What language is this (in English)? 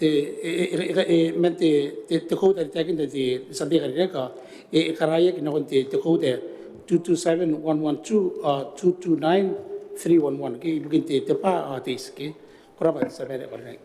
Gilbertese